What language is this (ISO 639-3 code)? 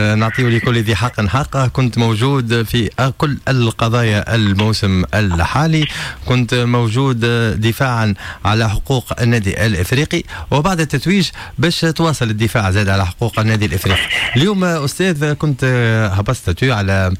aeb